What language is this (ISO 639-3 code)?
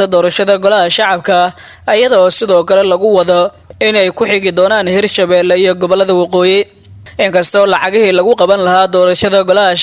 som